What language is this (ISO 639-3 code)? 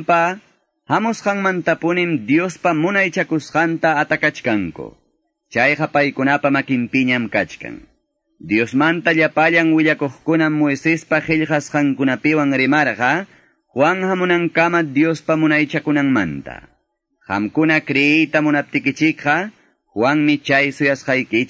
que